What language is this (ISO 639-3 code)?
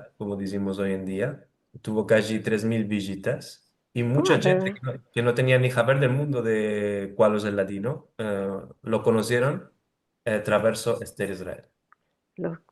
lad